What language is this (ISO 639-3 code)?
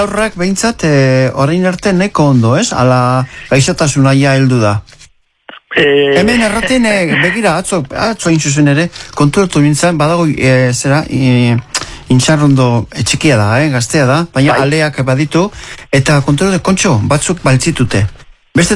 eus